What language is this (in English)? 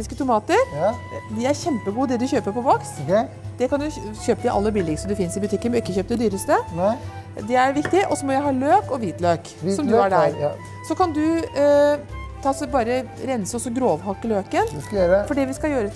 Norwegian